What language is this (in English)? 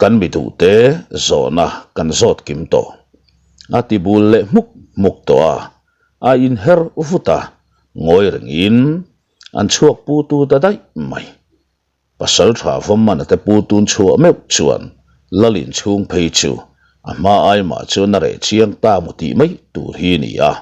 Mizo